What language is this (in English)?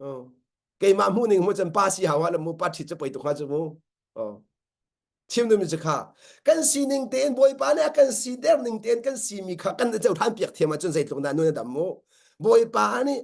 Hakha Chin